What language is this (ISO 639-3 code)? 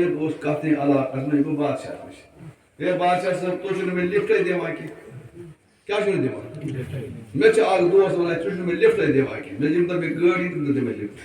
kas